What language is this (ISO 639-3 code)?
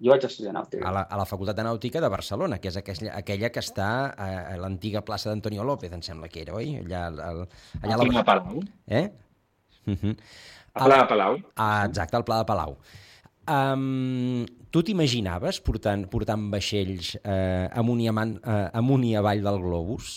cat